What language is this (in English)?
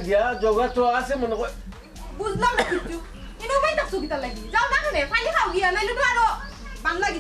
Sylheti